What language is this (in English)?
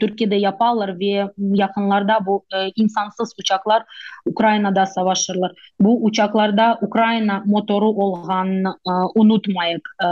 Crimean Tatar